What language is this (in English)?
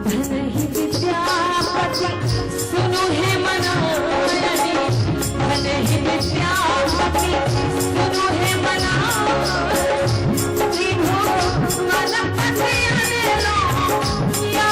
Maithili